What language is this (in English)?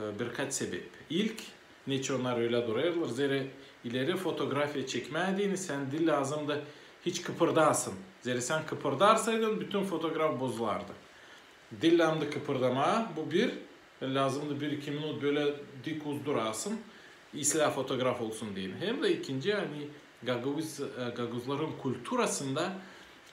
Gagauz